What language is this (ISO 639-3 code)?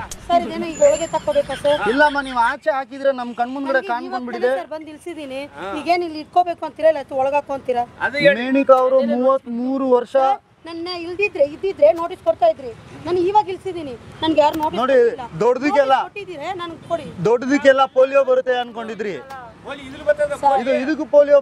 kan